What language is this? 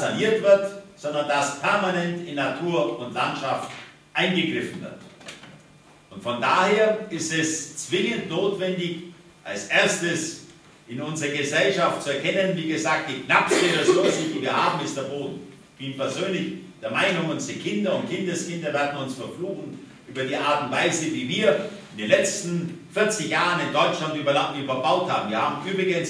German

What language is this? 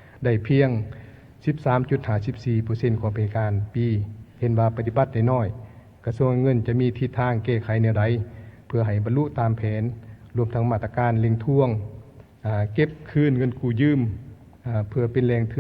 Lao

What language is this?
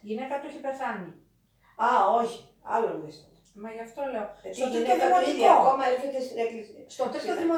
Greek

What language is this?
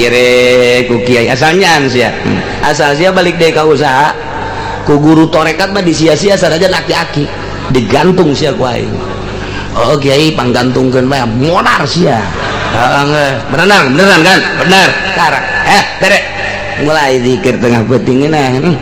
Sundanese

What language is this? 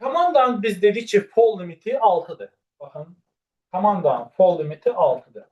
Azerbaijani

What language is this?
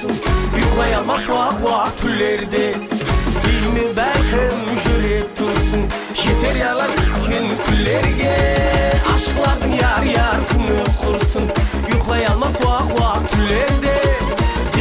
Kara-Kalpak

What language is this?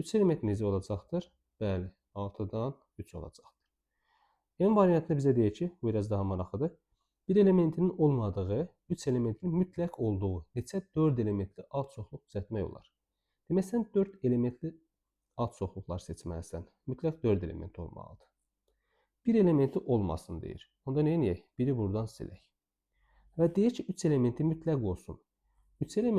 Azerbaijani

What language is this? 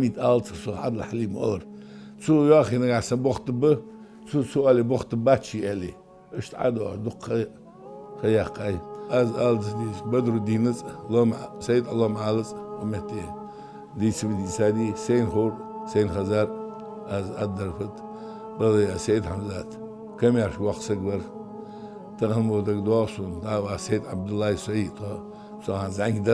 Ingush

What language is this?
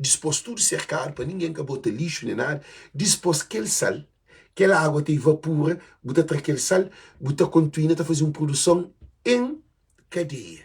Kabuverdianu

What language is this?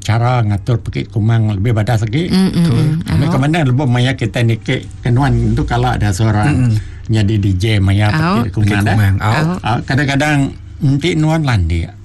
Iban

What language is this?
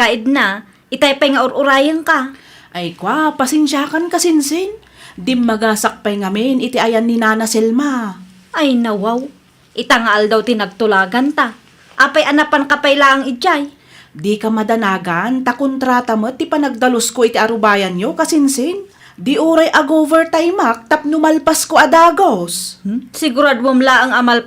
Iloko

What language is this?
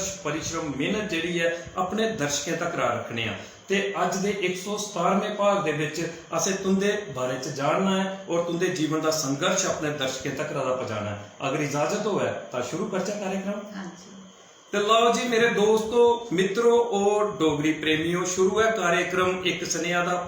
Dogri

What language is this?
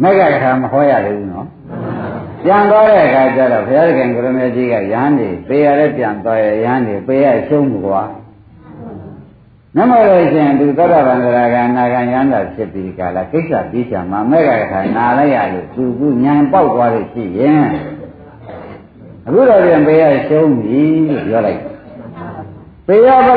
Burmese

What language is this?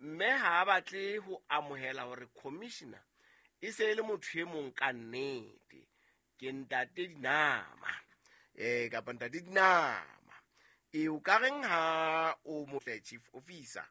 Southern Sotho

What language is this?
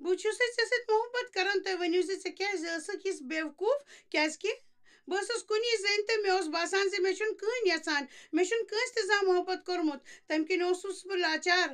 Kashmiri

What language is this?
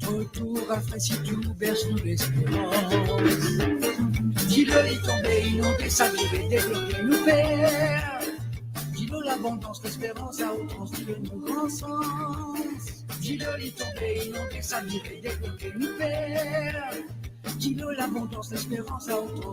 Morisyen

